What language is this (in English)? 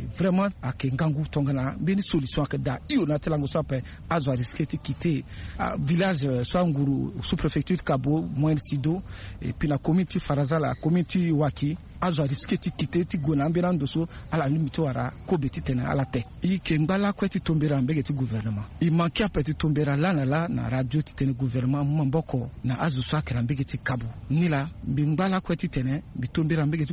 Sango